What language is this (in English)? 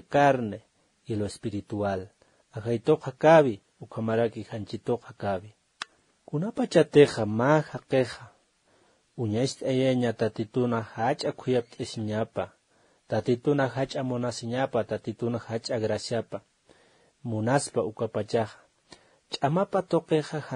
Aymara